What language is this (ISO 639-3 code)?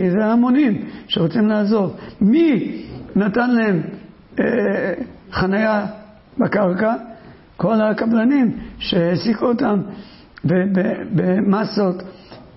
heb